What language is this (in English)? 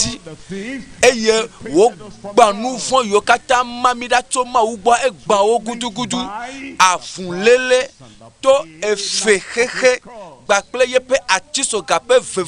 Ewe